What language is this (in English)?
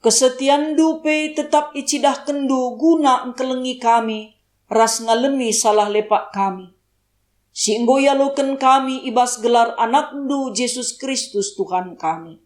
Batak Karo